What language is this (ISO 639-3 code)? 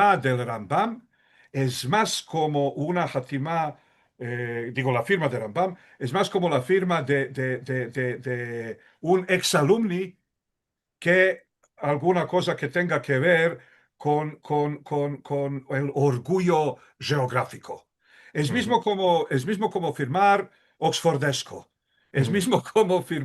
lad